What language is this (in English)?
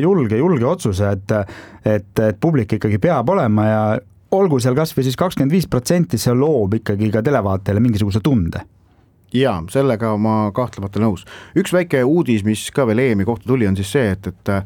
Estonian